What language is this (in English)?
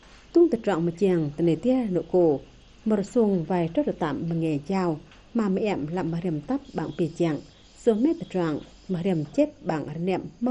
Vietnamese